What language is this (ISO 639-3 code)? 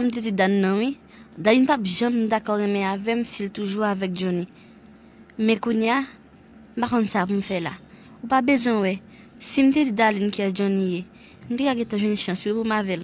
hat